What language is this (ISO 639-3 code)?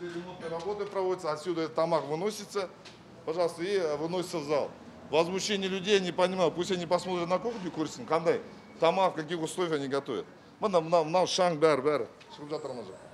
kaz